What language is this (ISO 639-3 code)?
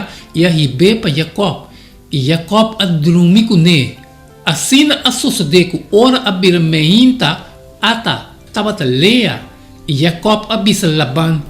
pap